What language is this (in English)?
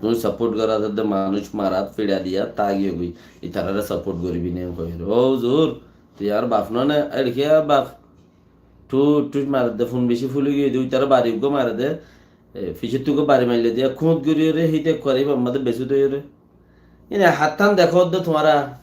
Rohingya